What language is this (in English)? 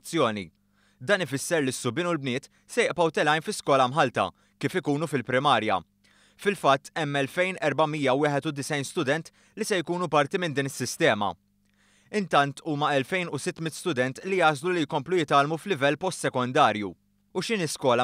Maltese